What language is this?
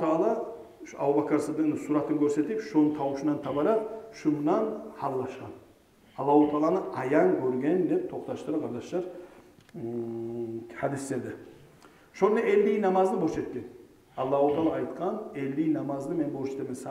Kumyk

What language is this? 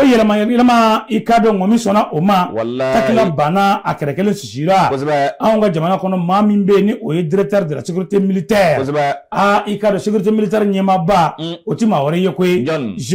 Bambara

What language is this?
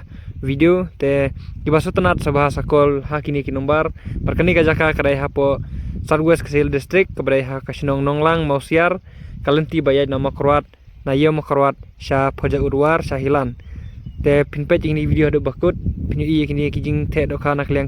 Khasi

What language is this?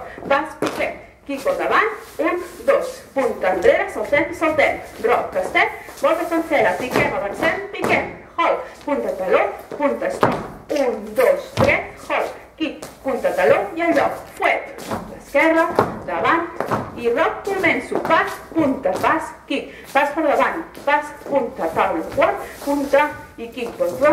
Catalan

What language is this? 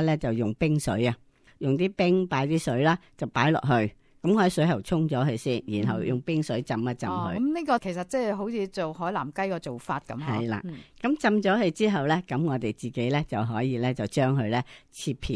Cantonese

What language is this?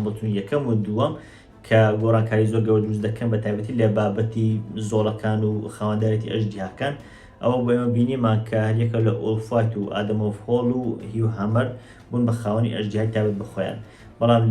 Central Kurdish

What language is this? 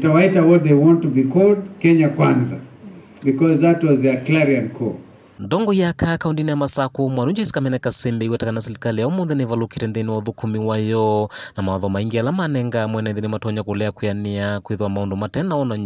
Kamba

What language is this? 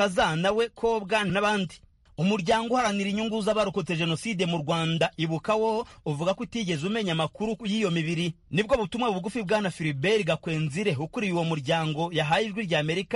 Kinyarwanda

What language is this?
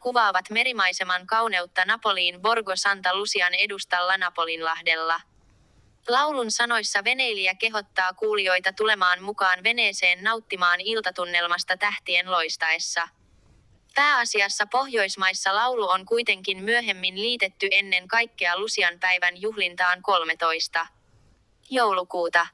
Finnish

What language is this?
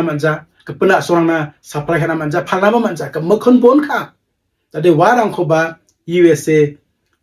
Garo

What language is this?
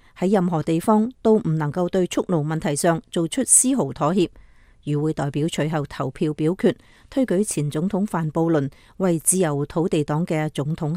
Cantonese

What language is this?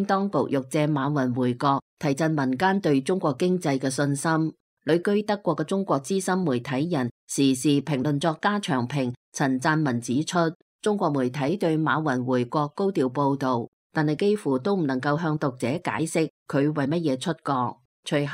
Cantonese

